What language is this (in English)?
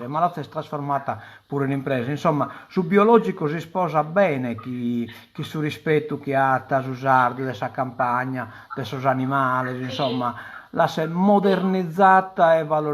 Sardinian